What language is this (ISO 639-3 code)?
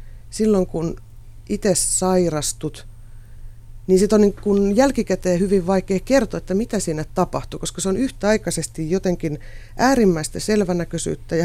fin